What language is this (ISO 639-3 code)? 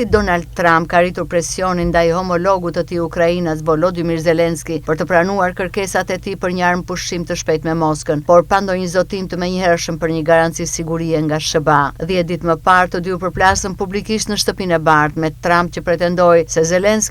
sqi